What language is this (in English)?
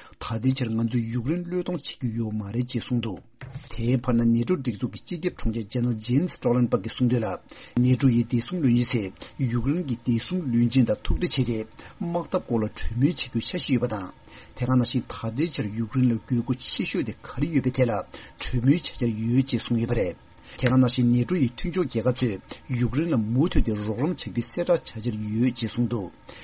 Tibetan